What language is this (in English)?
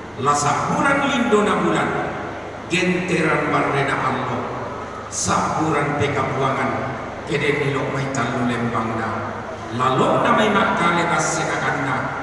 Toraja-Sa'dan